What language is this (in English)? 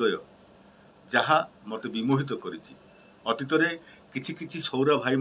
Odia